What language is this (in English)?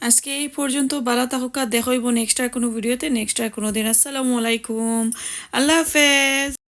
Sylheti